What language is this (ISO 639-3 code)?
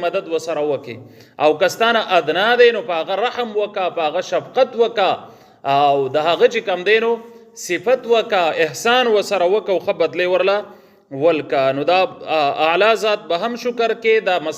pus